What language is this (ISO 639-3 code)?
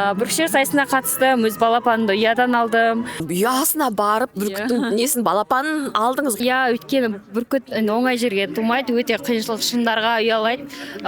kaz